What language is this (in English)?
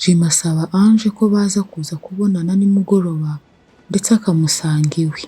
Kinyarwanda